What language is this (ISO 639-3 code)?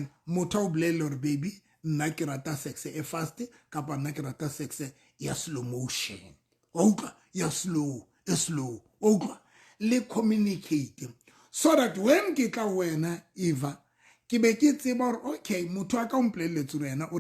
sot